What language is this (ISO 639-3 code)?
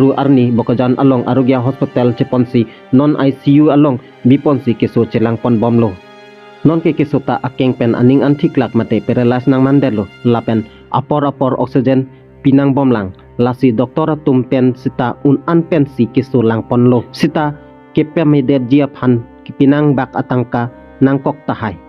mjw